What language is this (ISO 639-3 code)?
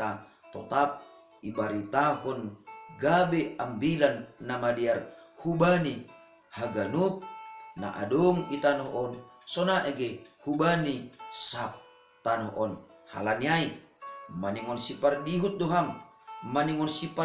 bts